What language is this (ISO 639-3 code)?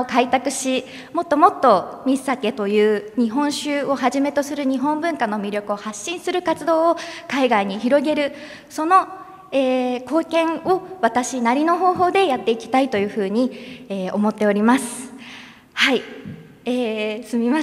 jpn